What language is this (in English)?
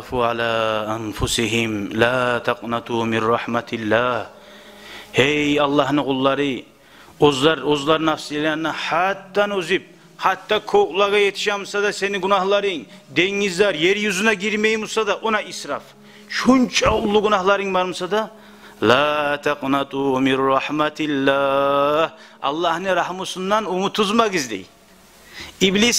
Kumyk